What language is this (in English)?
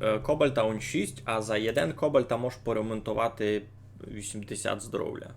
Rusyn